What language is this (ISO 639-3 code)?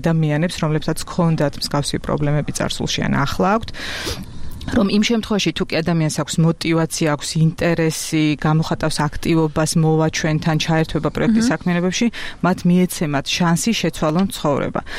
kat